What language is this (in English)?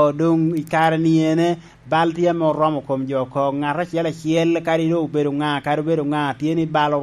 Lango (Uganda)